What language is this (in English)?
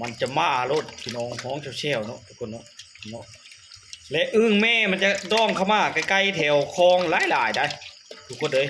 Lao